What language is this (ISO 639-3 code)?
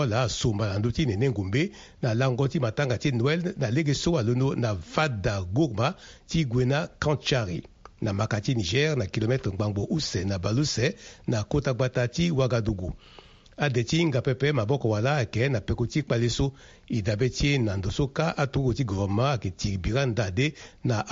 sag